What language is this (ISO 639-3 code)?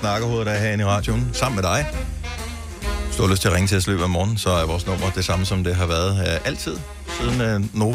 dan